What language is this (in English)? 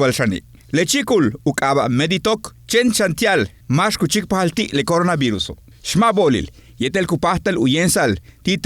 Yucateco